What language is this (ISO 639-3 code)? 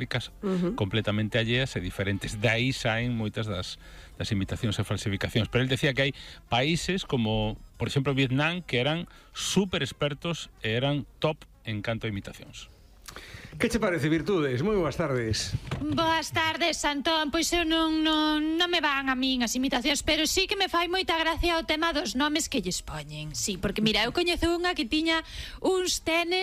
glg